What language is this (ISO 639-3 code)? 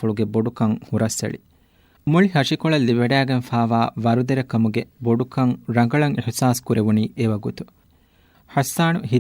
div